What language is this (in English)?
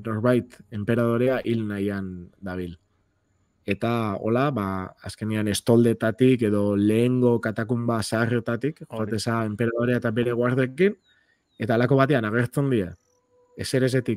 Basque